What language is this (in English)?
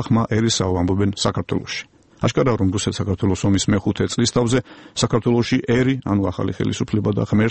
Georgian